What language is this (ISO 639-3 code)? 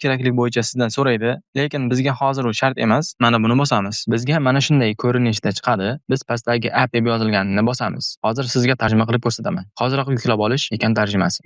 uzb